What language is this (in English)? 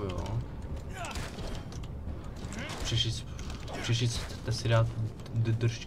Czech